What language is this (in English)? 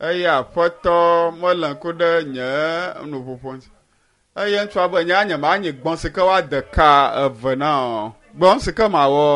Ewe